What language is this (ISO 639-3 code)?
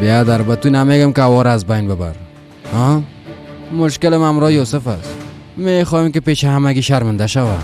fas